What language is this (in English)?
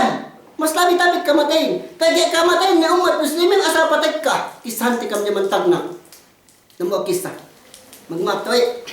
Yakan